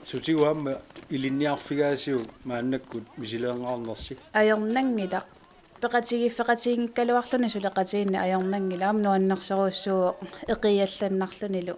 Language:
Kalaallisut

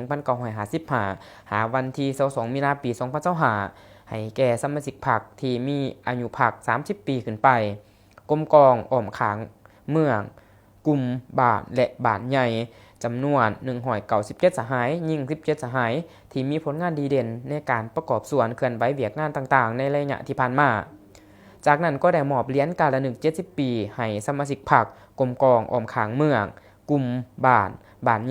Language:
Lao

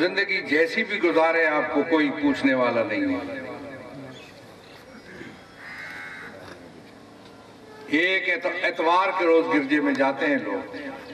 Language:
Urdu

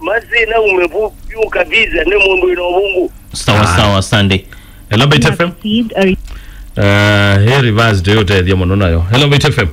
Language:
Kamba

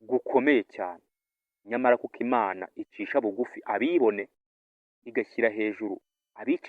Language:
Kinyarwanda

